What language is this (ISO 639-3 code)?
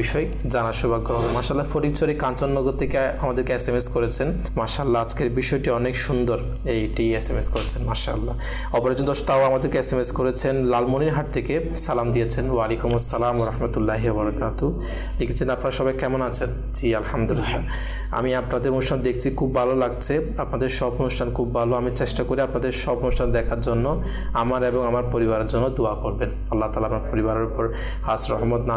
ben